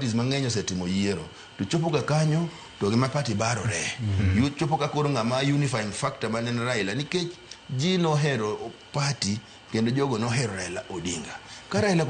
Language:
Luo (Kenya and Tanzania)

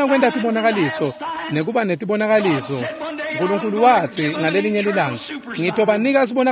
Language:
Swati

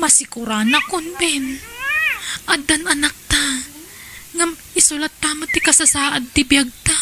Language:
Iloko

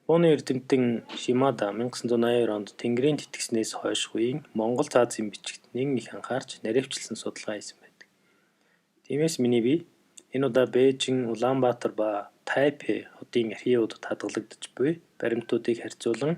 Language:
Mongolian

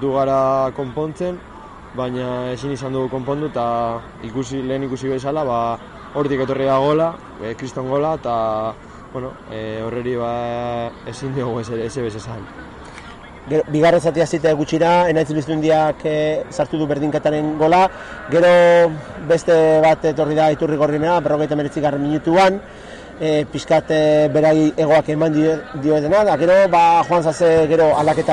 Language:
Basque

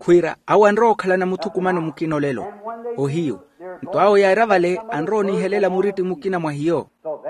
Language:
Makhuwa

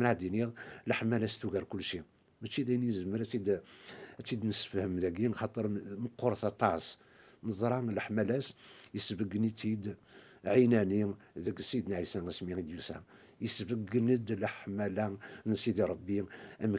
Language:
Kabyle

